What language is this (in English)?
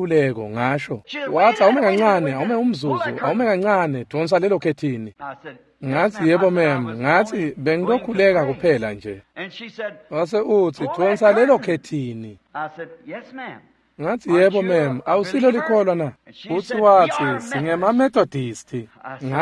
Swati